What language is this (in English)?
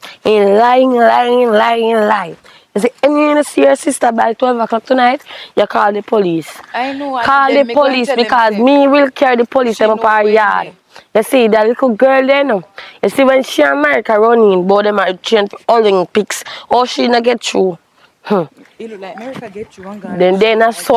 Jamaican Creole English